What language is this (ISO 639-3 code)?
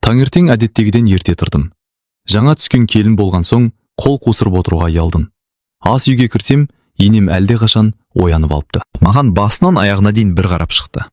kaz